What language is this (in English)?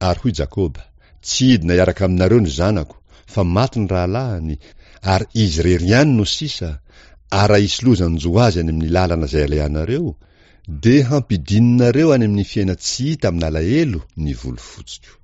Malagasy